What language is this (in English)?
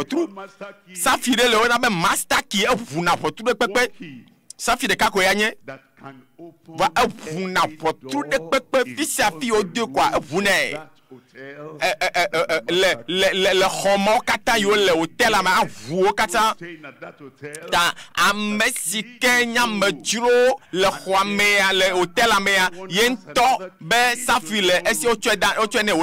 Ewe